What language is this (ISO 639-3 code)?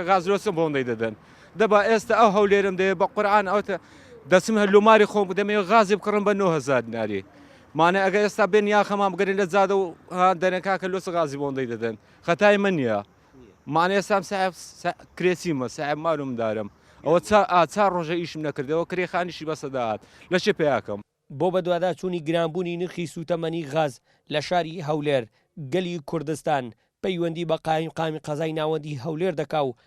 ckb